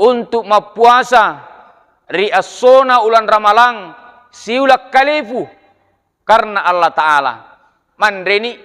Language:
Buginese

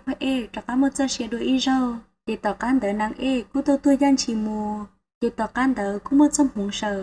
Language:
Hmong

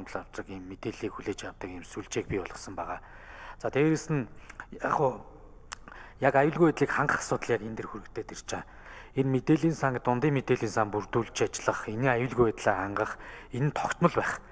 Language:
Mongolian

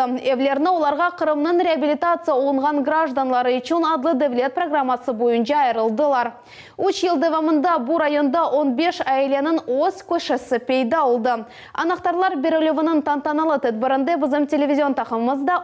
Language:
Crimean Tatar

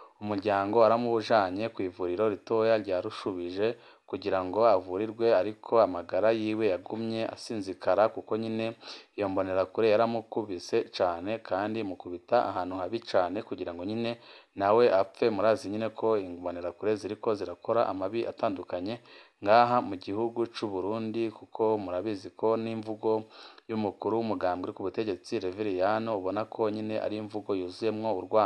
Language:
Rundi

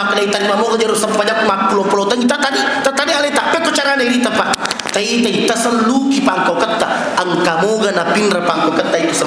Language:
Buginese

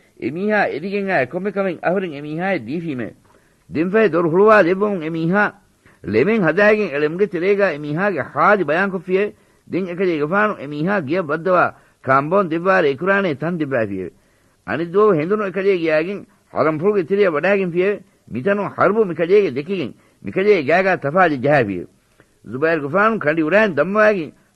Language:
Divehi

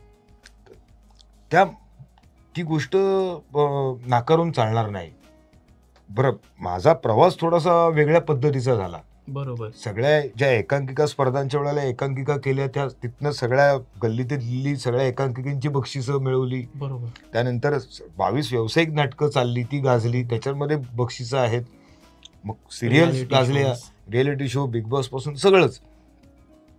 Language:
Marathi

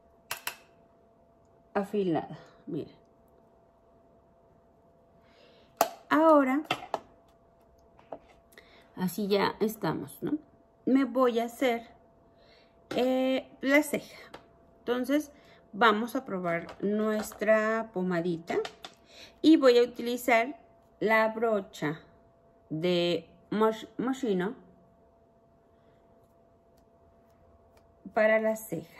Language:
Spanish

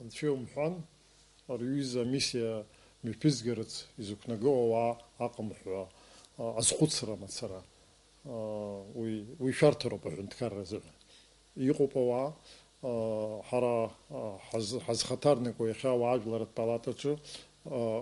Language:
Abkhazian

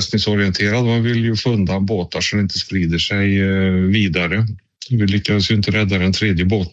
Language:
Swedish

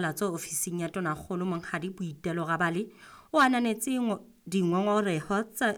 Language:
Southern Sotho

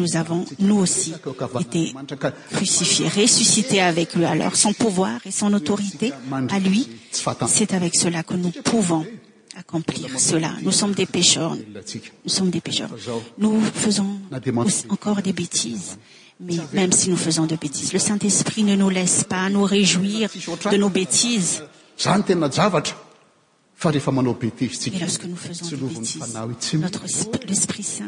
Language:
French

